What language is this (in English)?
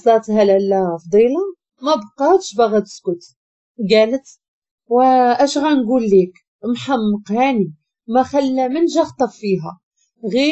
Moroccan Arabic